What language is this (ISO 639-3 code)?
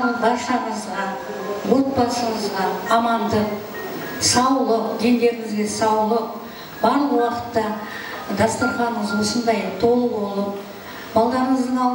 kaa